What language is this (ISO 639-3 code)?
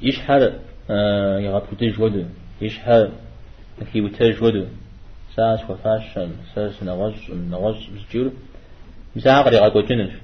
kbd